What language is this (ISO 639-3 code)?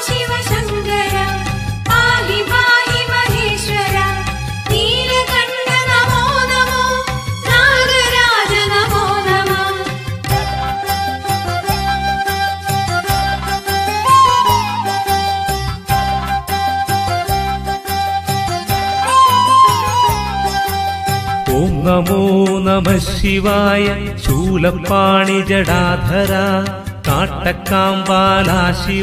mal